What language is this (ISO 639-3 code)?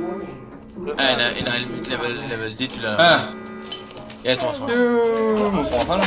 mfe